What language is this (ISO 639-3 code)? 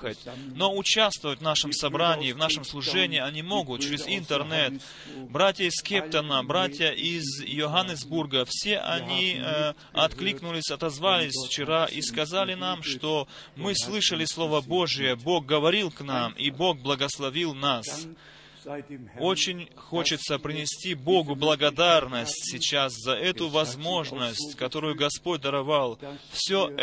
rus